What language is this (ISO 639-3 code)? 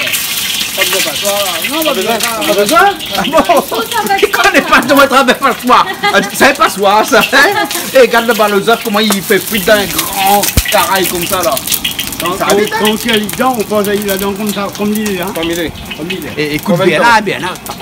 rcf